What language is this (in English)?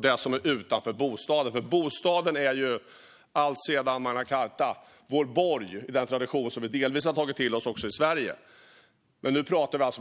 Swedish